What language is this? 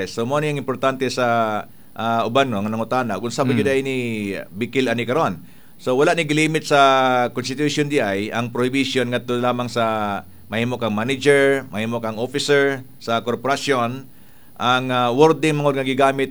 Cebuano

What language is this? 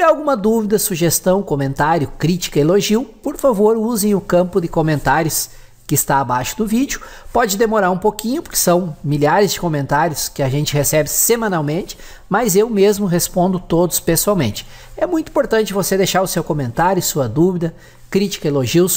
Portuguese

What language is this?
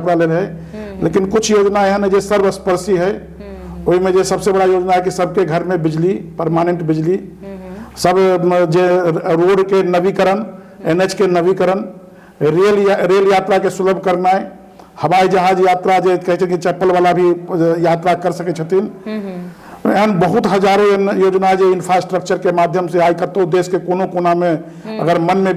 Maithili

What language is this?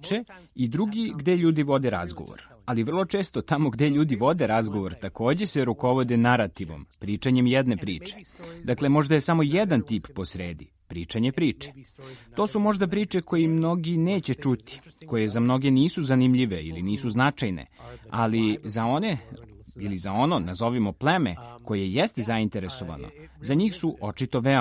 Serbian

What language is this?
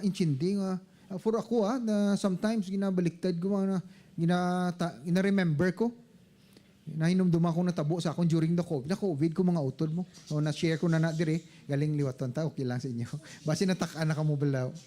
Hiligaynon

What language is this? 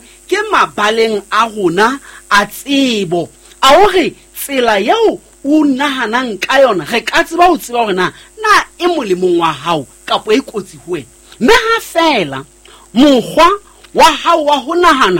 Southern Sotho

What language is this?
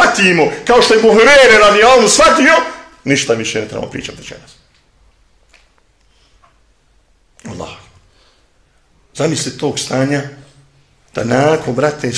Bosnian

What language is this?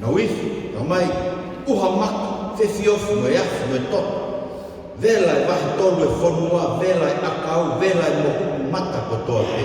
Tongan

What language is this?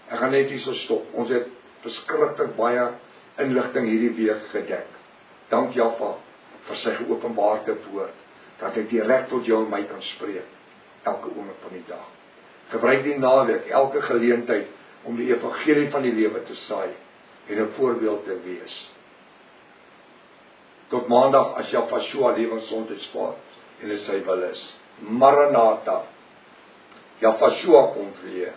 Afrikaans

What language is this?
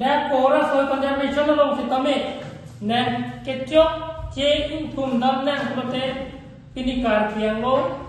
Karbi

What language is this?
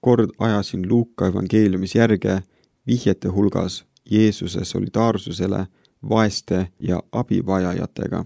Estonian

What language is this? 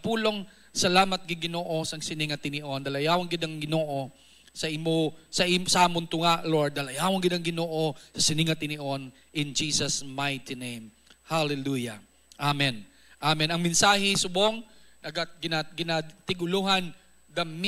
Hiligaynon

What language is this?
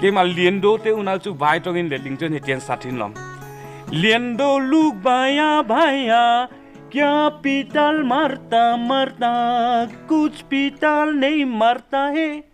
Mizo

